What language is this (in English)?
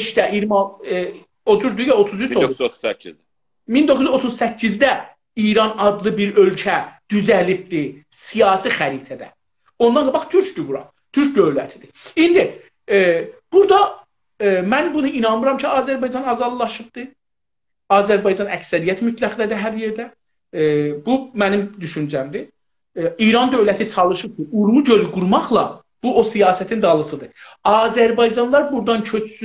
South Azerbaijani